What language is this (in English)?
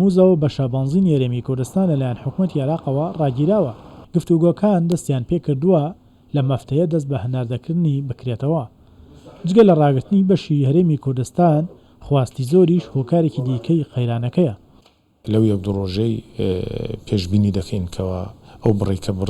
Central Kurdish